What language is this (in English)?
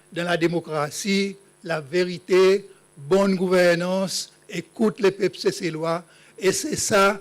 Seselwa Creole French